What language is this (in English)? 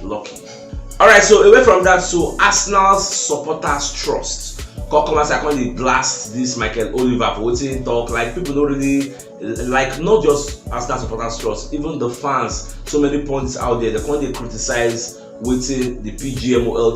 Nigerian Pidgin